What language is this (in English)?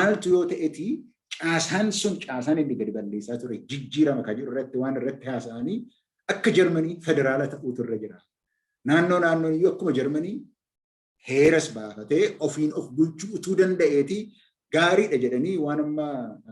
Oromo